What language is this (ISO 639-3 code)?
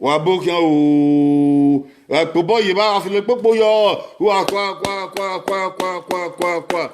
bin